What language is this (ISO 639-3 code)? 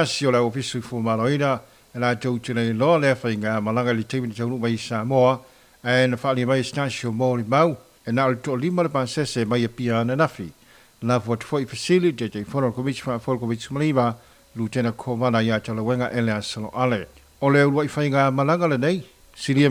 smo